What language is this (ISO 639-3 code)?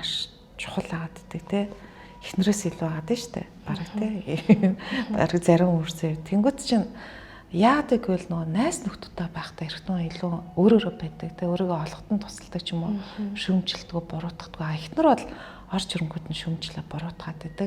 mon